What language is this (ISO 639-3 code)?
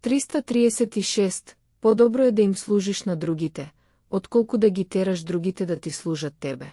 mkd